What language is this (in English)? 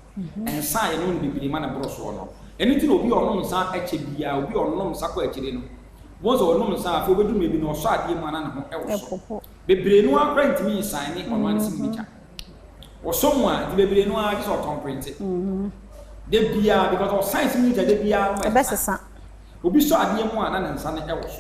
Akan